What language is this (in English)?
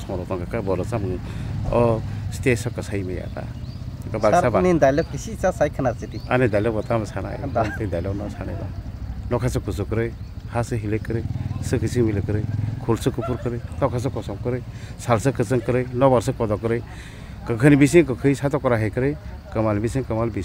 Kok Borok